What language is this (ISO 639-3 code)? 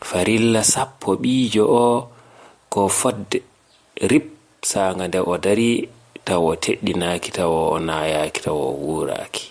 ful